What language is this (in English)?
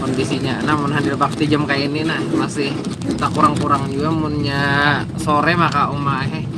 Banjar